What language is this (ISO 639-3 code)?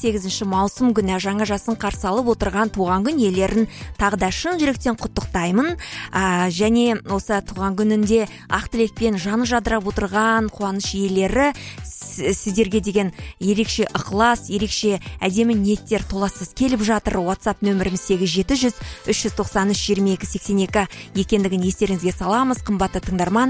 kaz